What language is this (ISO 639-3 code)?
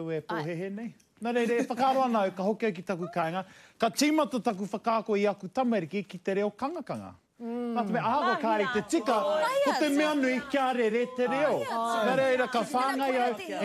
mri